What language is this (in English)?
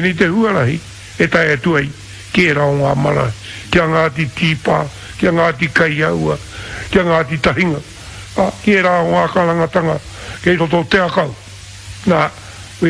Māori